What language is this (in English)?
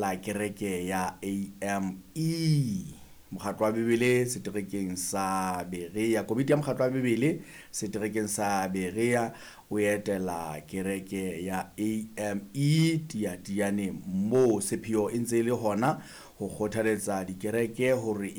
Southern Sotho